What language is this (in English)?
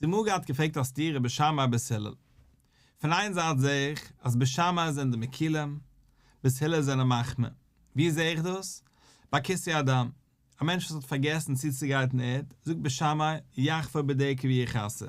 Yiddish